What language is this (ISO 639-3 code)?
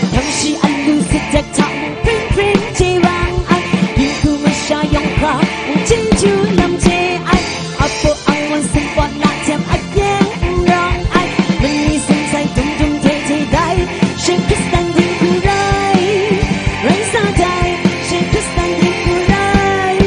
kac